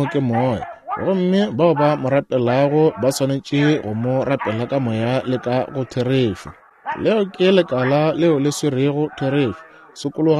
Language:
Northern Sotho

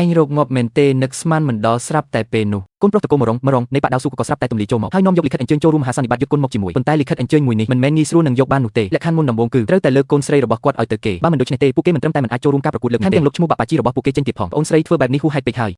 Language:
Khmer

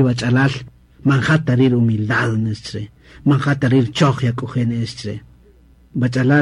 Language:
Kaqchikel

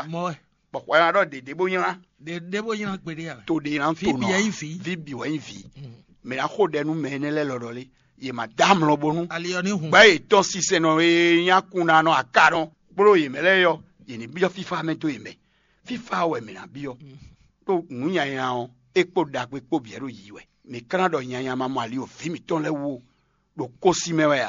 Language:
Fon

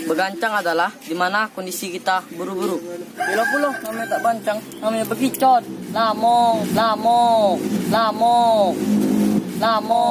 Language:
Musi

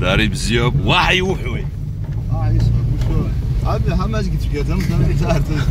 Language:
Abkhazian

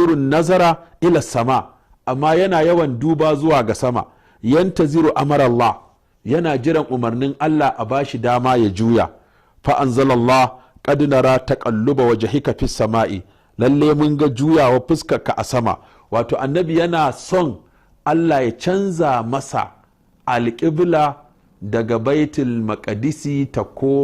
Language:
Hausa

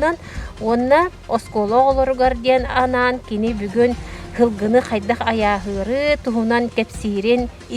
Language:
Yakut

